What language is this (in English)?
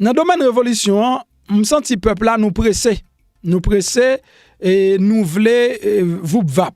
Haitian Creole